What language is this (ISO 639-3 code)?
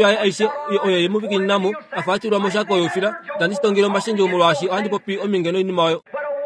kua